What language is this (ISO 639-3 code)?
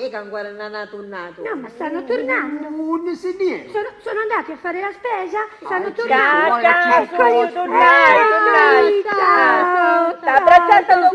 scn